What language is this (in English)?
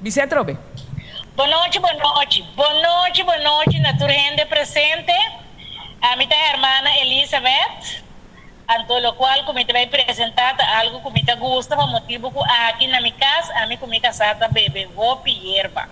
Papiamento